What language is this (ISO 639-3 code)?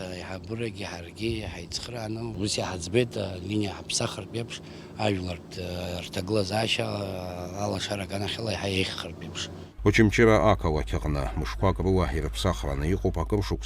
abk